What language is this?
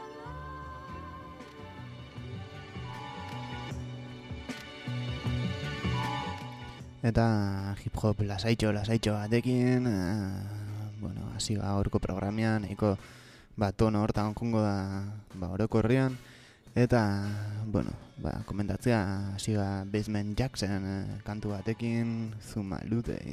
Basque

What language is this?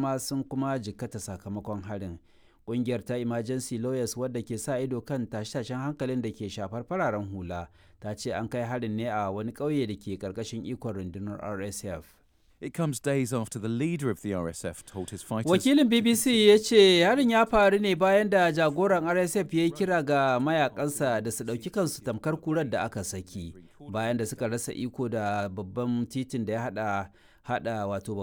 Hausa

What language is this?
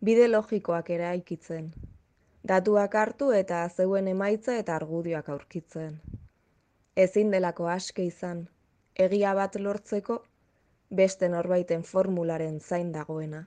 Basque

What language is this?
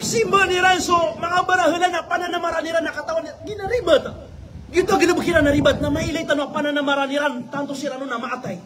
Maranao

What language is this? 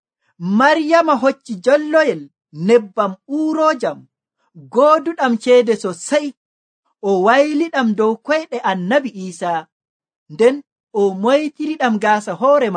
Nigerian Fulfulde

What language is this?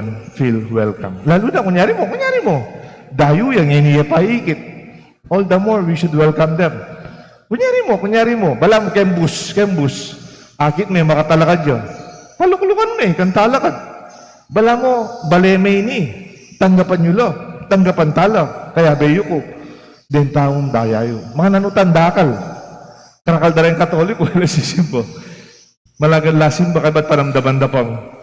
Pampanga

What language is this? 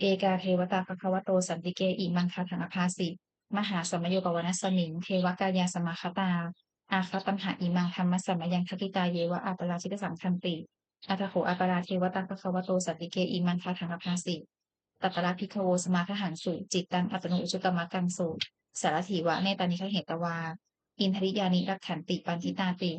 Pali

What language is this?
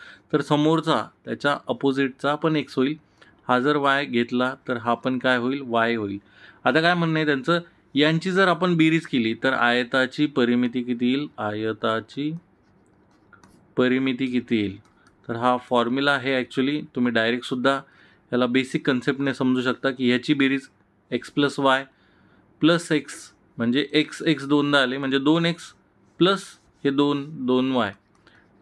Marathi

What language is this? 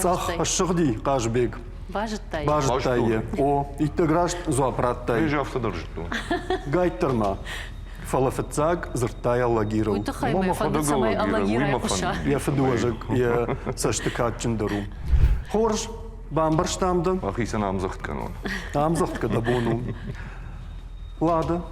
Ossetic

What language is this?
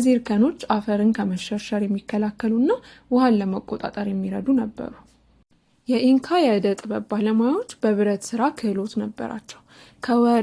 Amharic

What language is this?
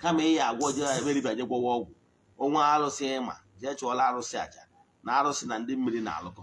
Igbo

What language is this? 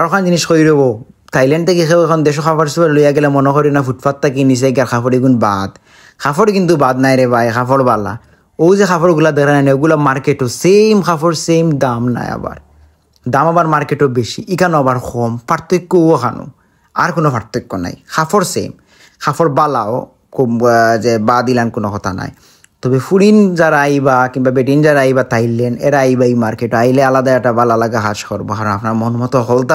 Sylheti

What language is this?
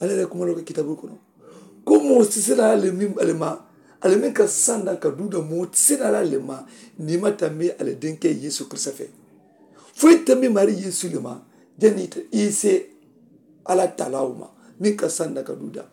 Mandingo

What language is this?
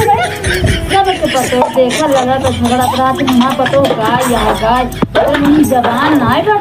Awadhi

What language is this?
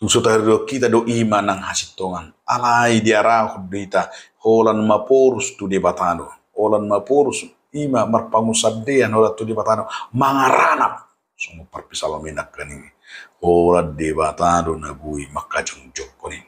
Batak Toba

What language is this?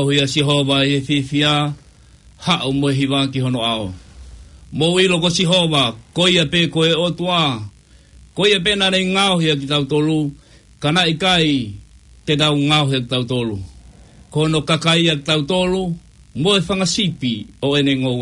Tongan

